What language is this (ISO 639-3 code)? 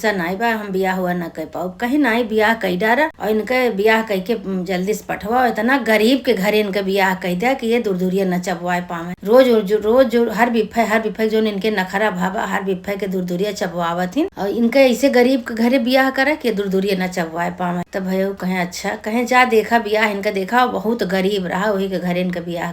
awa